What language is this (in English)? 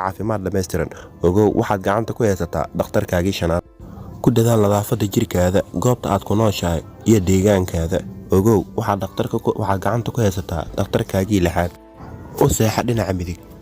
Somali